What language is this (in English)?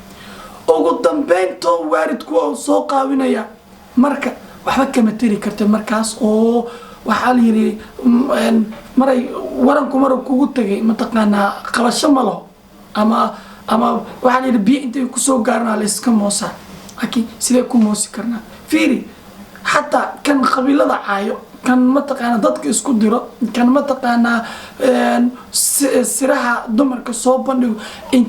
Somali